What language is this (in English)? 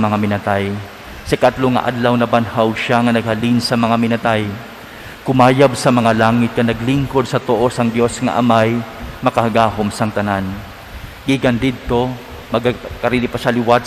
Hiligaynon